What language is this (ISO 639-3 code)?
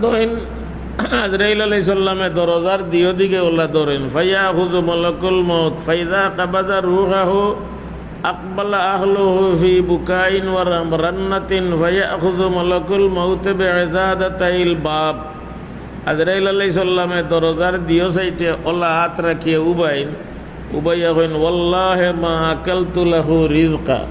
syl